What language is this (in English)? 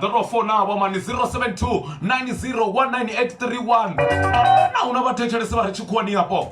Venda